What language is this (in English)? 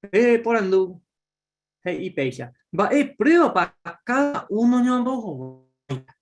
Guarani